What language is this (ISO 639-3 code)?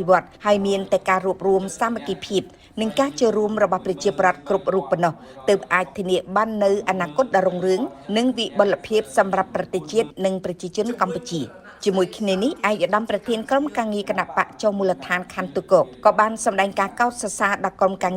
khm